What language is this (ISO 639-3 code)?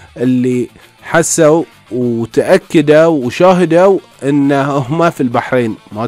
afb